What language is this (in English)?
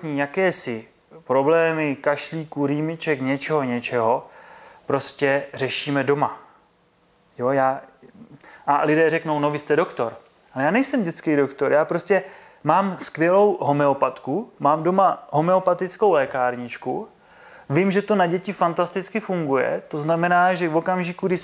Czech